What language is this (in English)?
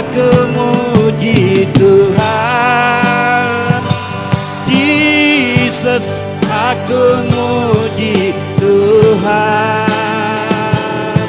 Iban